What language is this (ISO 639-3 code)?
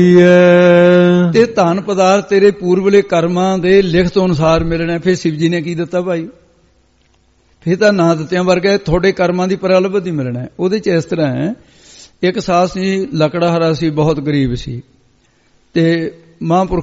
pan